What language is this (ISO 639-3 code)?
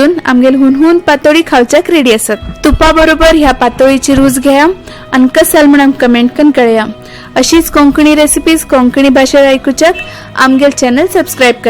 kok